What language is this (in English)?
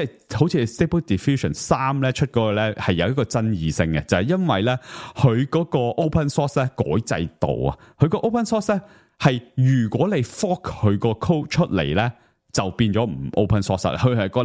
Cantonese